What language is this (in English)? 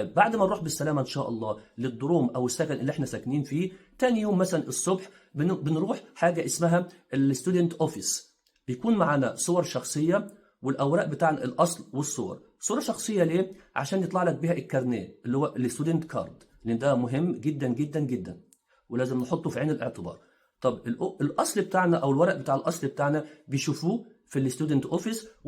Egyptian Arabic